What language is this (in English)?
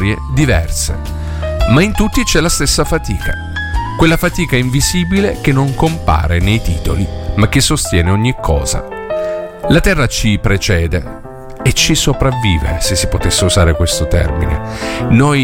Italian